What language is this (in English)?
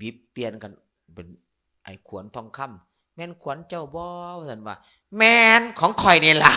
Northeastern Thai